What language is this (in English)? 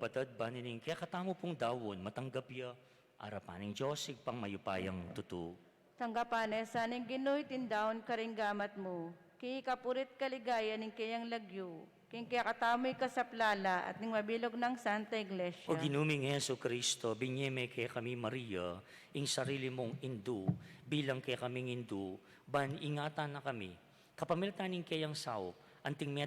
Pampanga